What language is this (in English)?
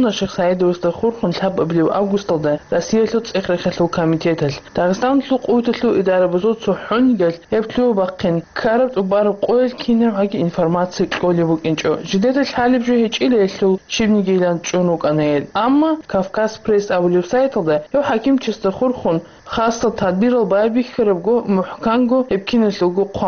Avaric